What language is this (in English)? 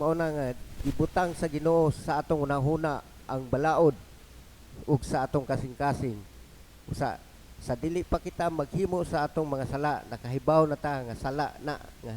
Cebuano